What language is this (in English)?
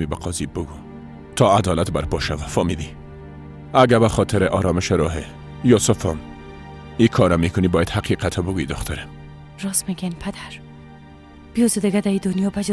Persian